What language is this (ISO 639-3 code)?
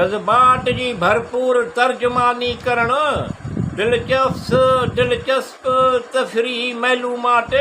snd